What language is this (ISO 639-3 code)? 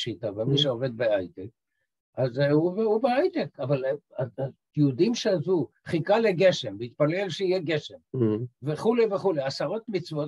heb